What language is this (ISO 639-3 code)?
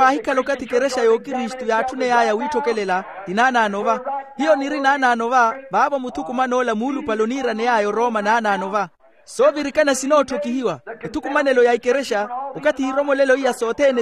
vmw